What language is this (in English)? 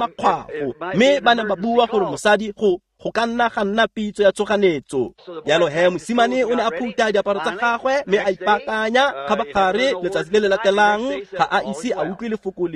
Tswana